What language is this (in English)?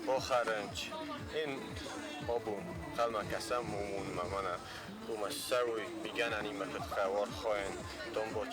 Ossetic